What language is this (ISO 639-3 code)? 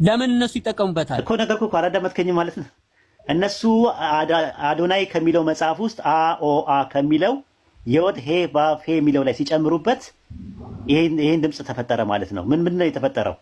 amh